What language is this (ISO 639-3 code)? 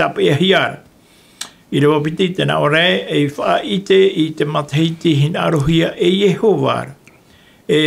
tah